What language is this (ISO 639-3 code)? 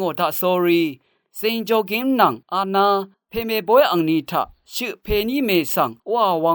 raw